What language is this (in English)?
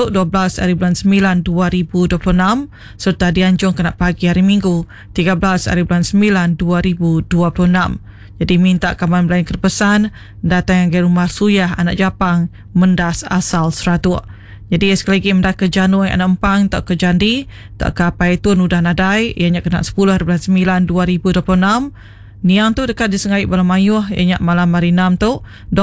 Iban